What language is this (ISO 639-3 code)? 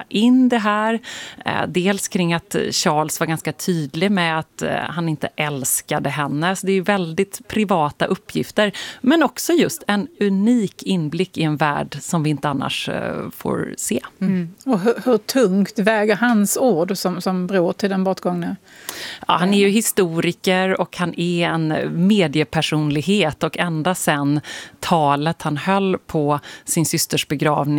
swe